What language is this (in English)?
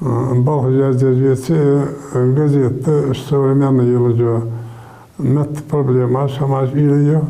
Ingush